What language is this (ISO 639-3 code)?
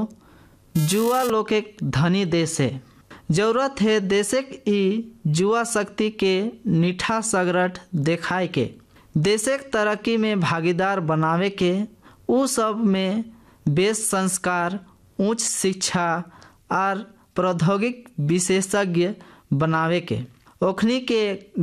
bho